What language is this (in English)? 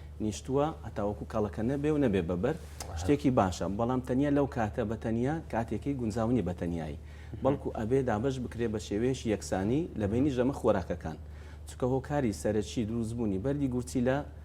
Central Kurdish